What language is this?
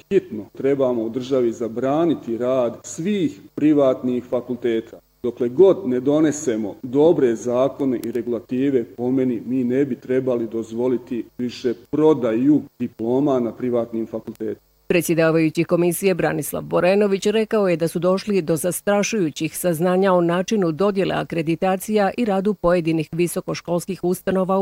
Bosnian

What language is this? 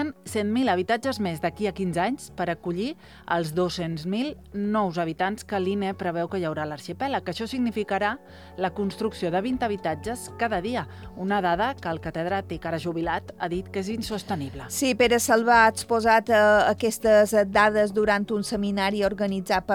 Catalan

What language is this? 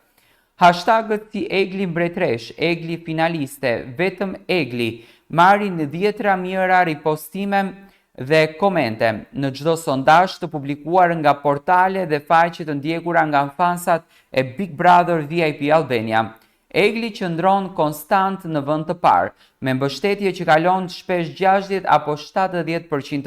Albanian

